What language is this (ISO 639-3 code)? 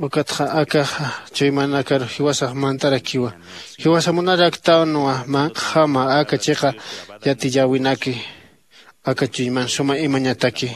aym